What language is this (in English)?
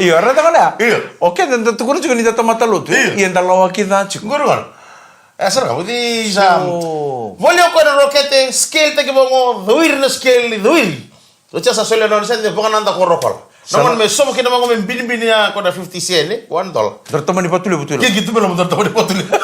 Fijian